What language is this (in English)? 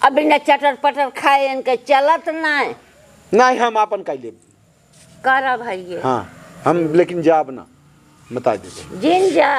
Awadhi